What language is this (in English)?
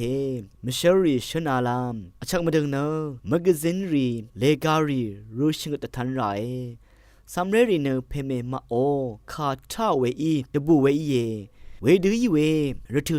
Rawang